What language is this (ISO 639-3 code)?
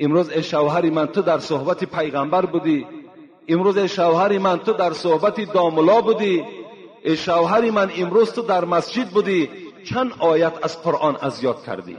tgk